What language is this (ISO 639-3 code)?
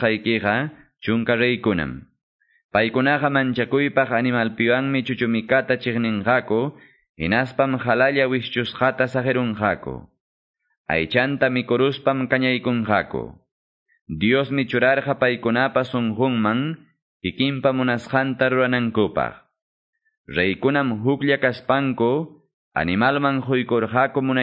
que